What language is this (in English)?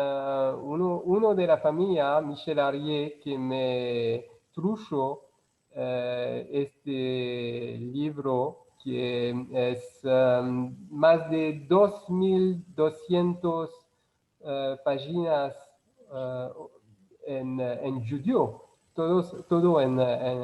Ladino